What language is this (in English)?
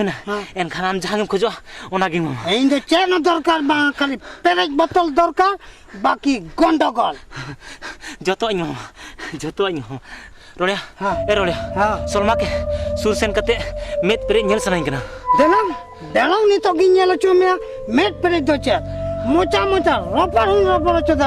Santali